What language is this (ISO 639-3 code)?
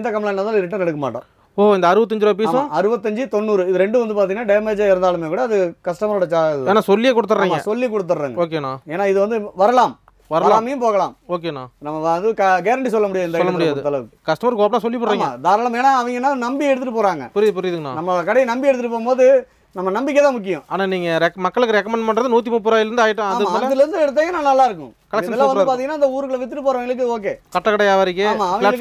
tam